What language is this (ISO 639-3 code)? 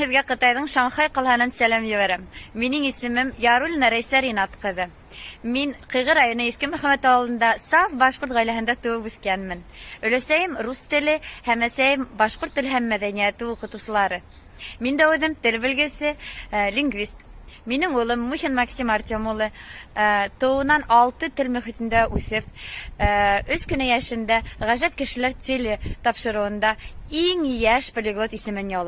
bak